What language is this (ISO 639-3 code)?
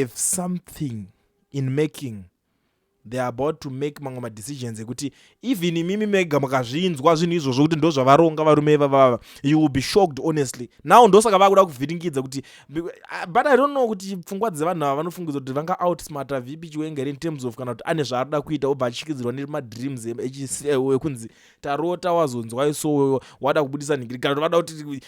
sna